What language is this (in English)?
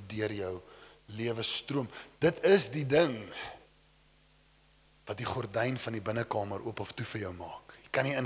Afrikaans